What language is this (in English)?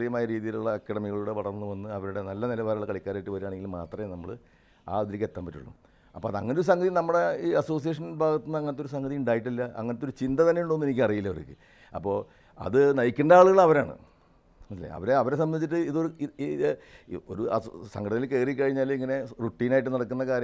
Malayalam